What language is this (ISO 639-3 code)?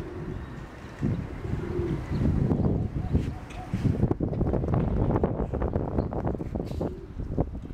spa